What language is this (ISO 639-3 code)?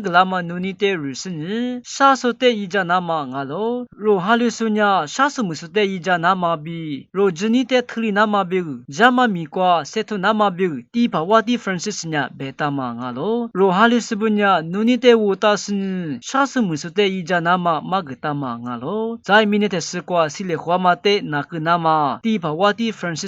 lis